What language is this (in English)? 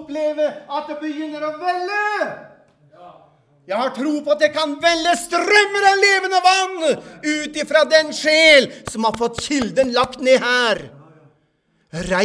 Norwegian